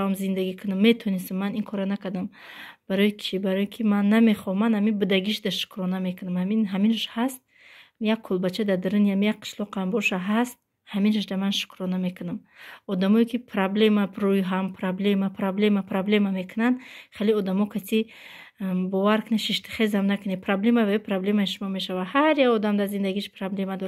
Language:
Tajik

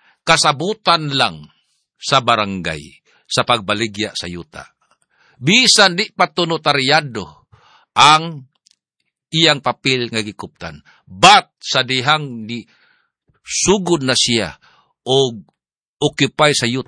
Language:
Cebuano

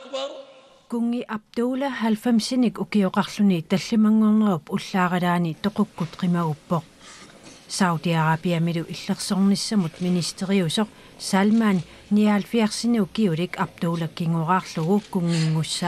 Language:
Kalaallisut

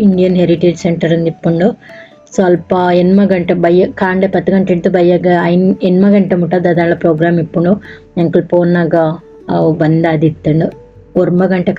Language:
Tulu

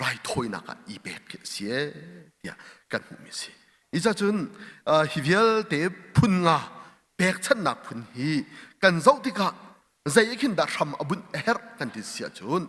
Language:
Hakha Chin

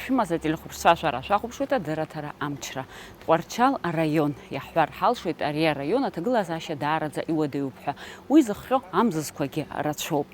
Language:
Abkhazian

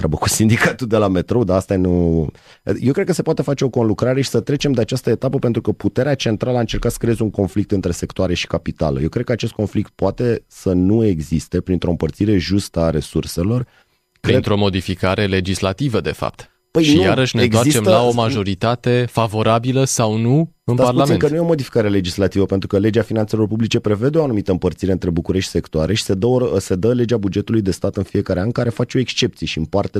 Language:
Romanian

